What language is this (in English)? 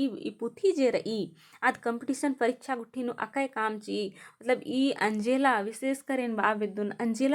Kurukh